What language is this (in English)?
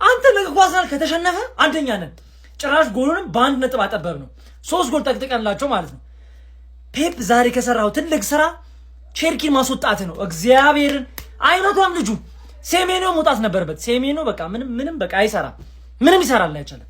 Amharic